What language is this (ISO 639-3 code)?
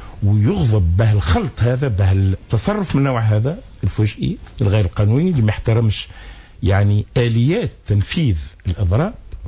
aeb